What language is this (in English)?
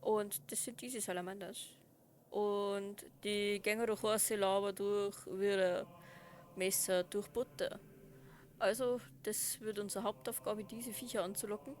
Bavarian